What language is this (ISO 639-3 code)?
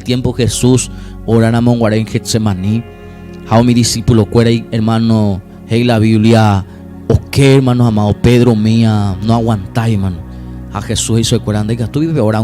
grn